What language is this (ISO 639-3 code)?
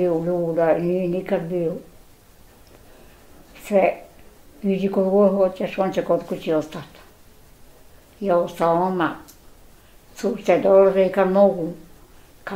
bos